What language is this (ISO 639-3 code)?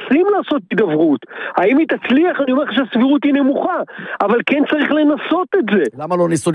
heb